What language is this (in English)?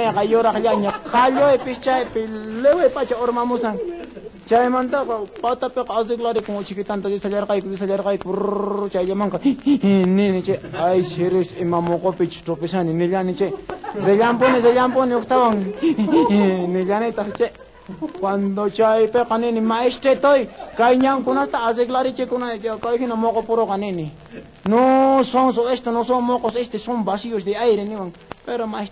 South Bolivian Quechua